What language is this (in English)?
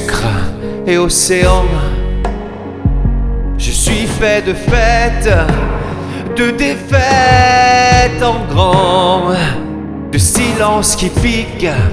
French